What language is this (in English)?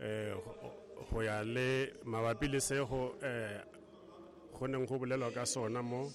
Southern Sotho